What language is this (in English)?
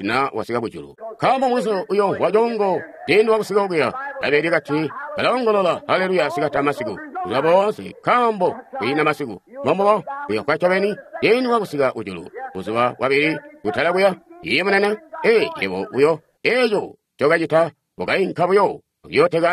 Tonga (Zambia)